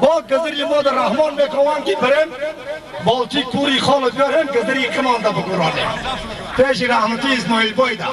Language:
Tajik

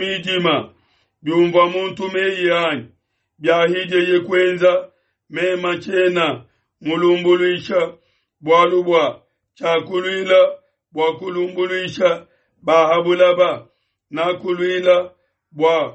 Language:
Luba-Lulua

